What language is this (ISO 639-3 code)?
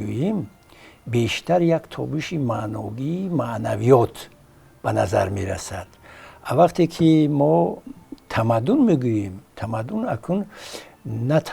tgk